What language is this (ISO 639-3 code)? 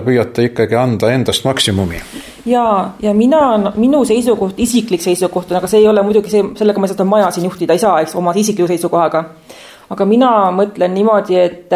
est